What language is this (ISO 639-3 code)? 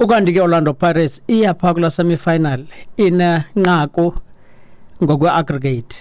xho